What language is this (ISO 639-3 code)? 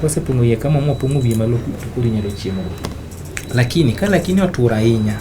luo